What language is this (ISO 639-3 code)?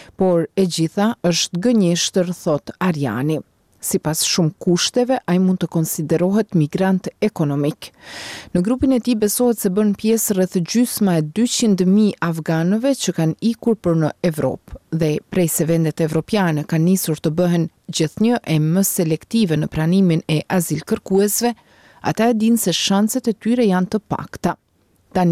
sqi